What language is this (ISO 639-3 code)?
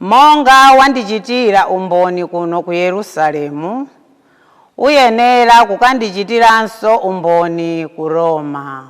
nya